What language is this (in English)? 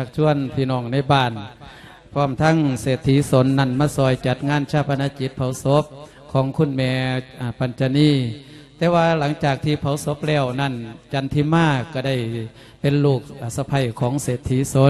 Lao